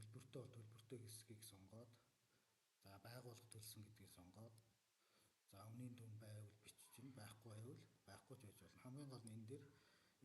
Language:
Mongolian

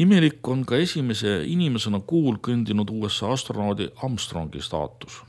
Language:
Estonian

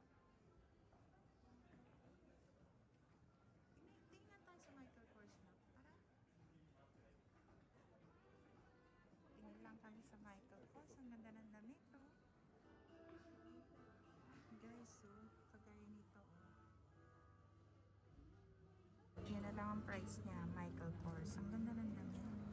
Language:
Filipino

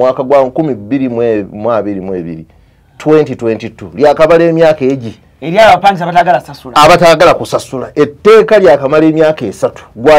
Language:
Ganda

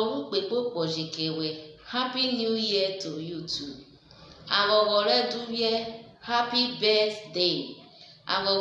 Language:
Urhobo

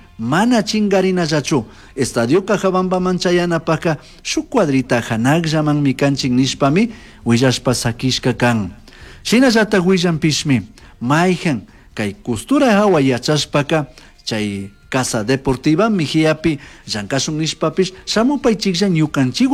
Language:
Chimborazo Highland Quichua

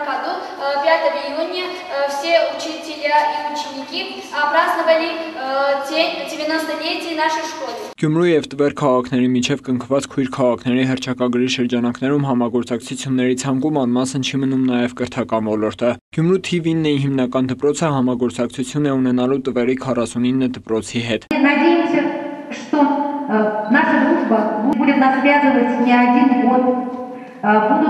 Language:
Armenian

